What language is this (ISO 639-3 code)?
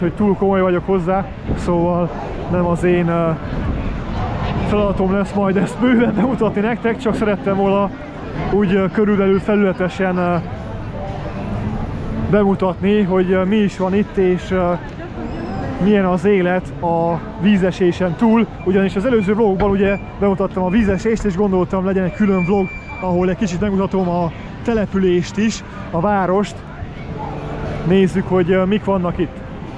hun